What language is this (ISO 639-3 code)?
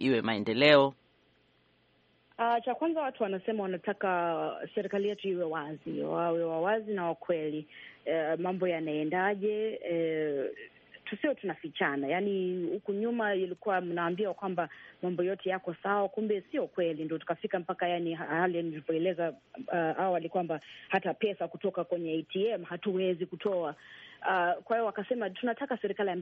swa